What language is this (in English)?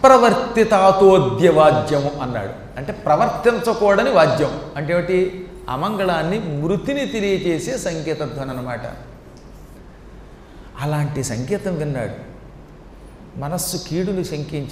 Telugu